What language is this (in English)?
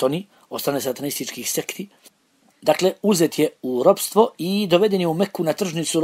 Bosnian